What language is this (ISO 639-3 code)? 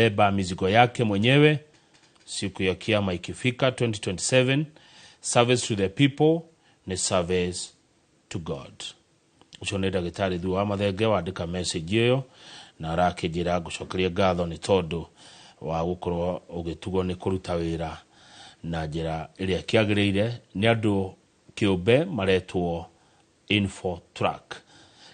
kik